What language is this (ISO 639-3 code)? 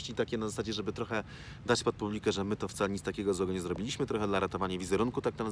pol